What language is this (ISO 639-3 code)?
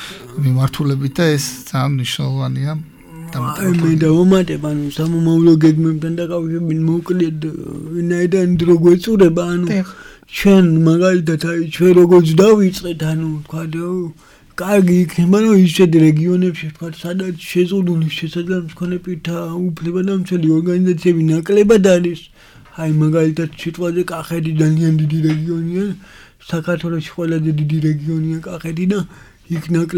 kat